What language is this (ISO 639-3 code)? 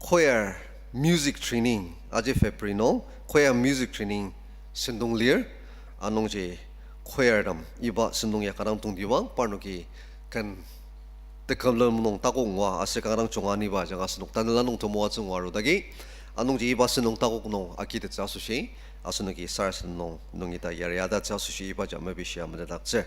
njo